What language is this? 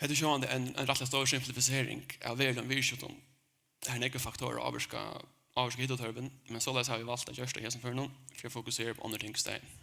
Faroese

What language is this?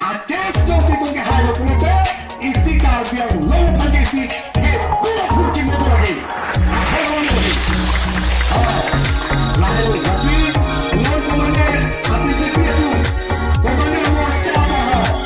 Karbi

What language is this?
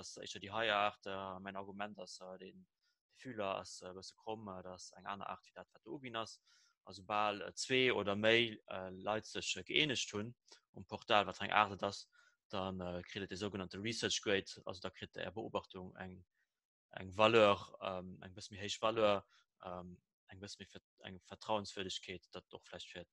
Luxembourgish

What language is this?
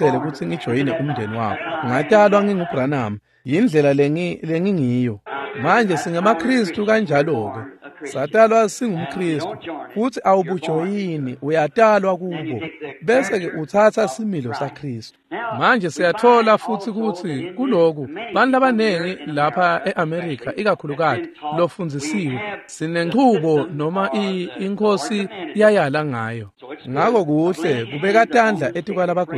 Swati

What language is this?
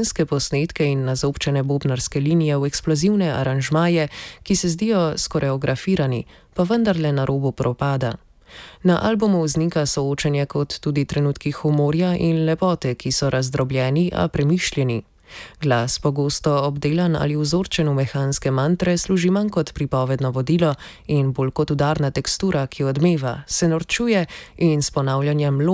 Slovenian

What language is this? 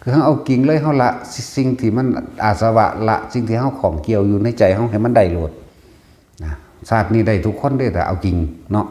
Northeastern Thai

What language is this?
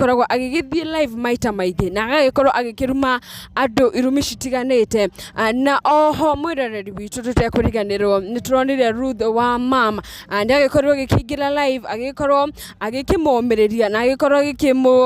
Kikuyu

